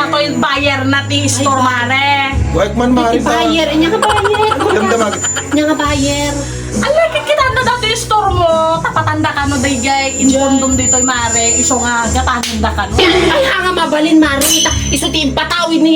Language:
Iloko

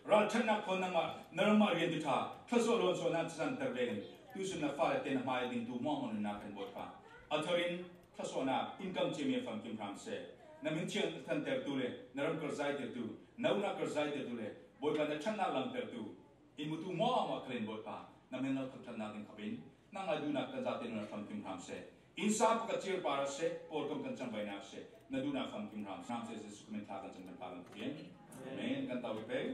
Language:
Falam Chin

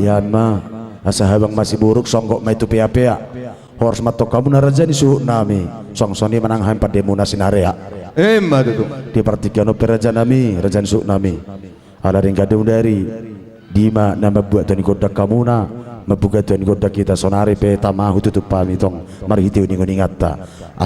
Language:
Batak Toba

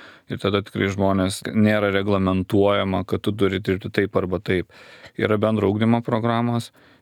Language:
Lithuanian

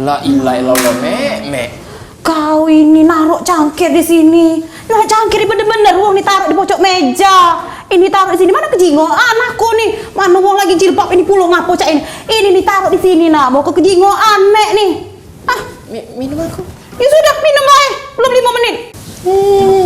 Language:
Musi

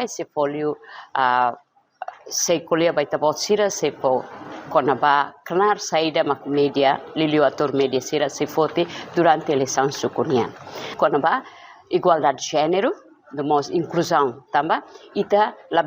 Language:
Tetum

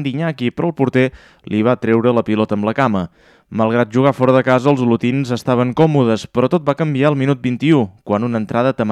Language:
Catalan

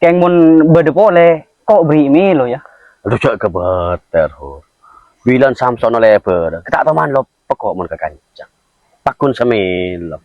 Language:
Madurese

